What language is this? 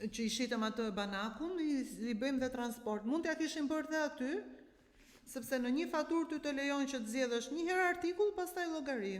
Albanian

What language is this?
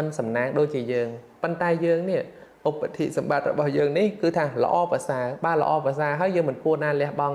Khmer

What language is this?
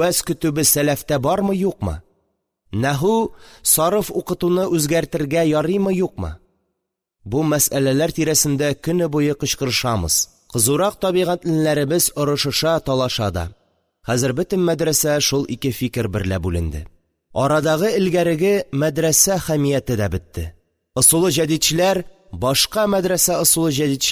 Tatar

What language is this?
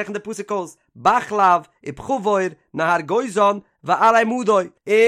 Yiddish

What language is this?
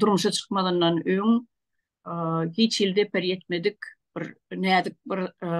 Turkmen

